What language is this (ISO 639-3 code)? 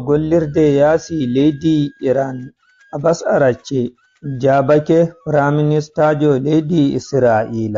ful